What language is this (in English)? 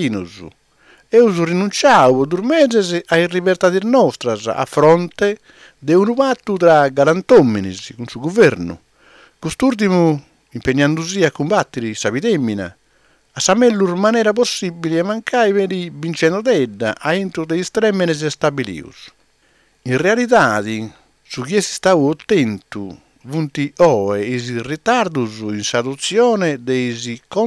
Sardinian